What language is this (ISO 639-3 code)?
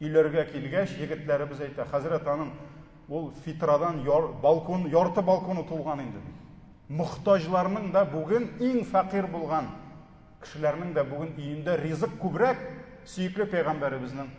tat